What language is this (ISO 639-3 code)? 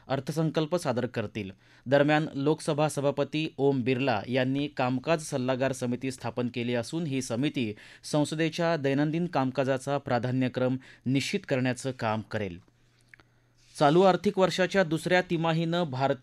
mar